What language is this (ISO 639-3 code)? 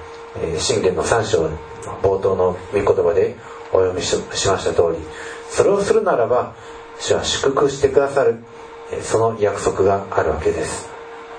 jpn